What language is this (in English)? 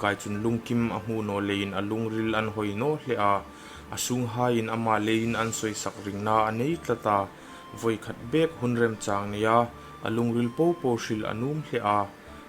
Hmar